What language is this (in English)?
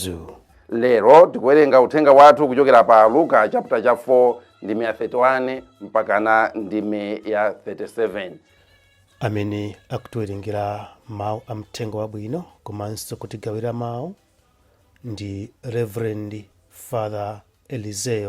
Nyanja